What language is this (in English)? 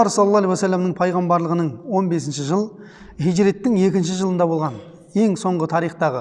Kazakh